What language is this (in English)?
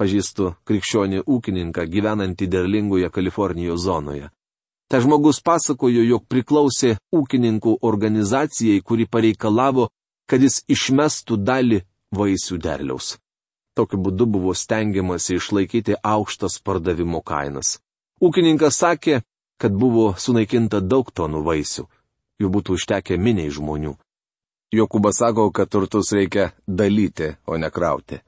Lithuanian